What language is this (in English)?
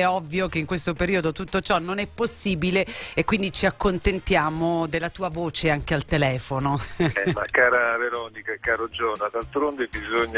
Italian